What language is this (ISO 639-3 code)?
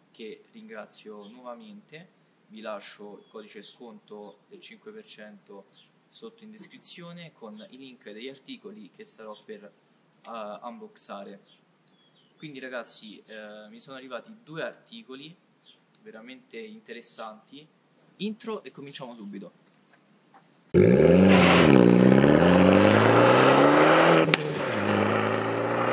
ita